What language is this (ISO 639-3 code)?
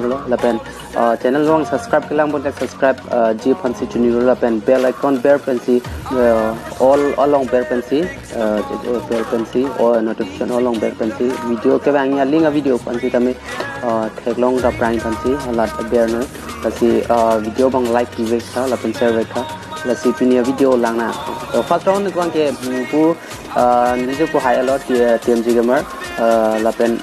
mjw